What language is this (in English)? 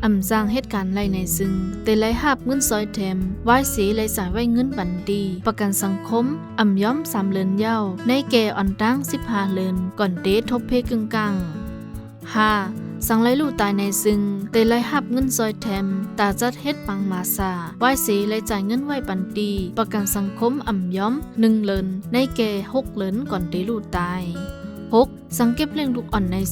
Shan